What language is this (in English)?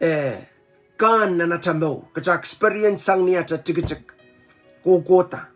Pohnpeian